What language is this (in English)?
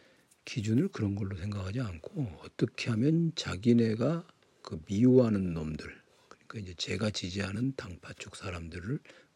Korean